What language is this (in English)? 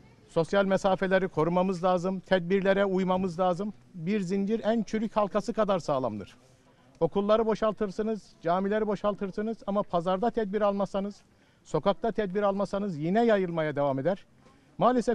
Turkish